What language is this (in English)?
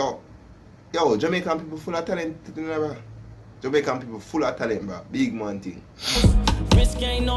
Jamaican Creole English